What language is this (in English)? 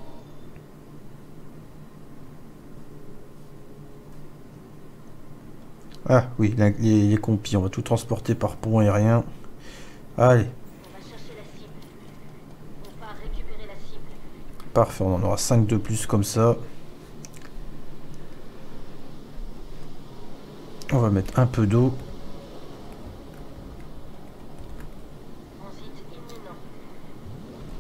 French